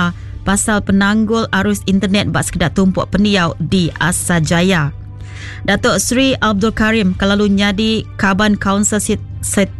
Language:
Iban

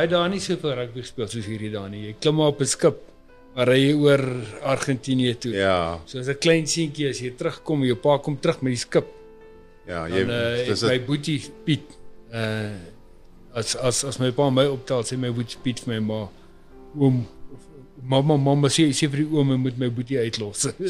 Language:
Afrikaans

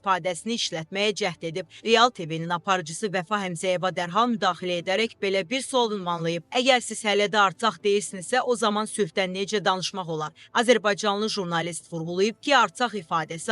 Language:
Azerbaijani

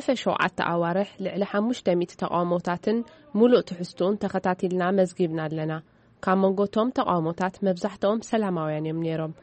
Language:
Tigrinya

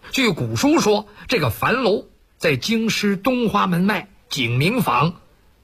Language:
Chinese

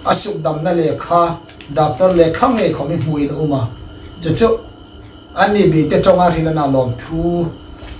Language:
Hmar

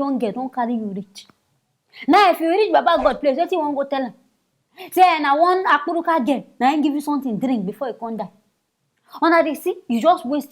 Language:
Nigerian Pidgin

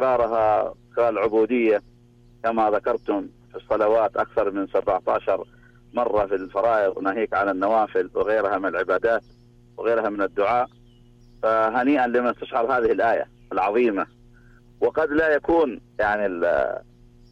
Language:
Arabic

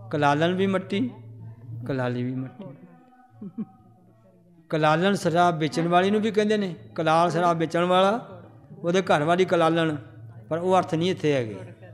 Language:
Punjabi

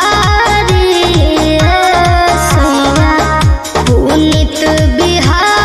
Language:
Bhojpuri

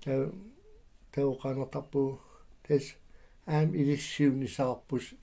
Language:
Kalaallisut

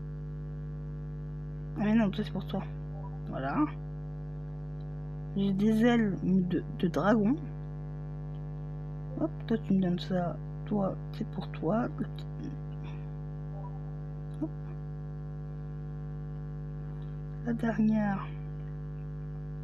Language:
French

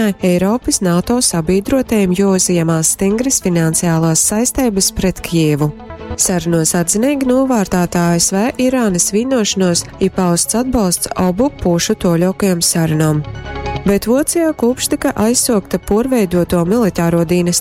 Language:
Latgalian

